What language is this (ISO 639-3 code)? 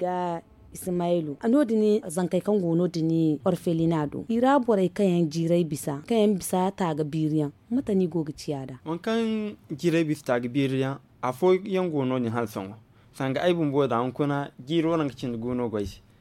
dje